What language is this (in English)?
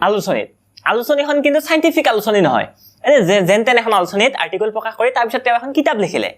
Assamese